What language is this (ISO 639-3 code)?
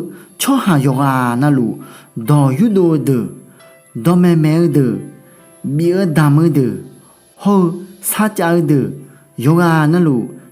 ahk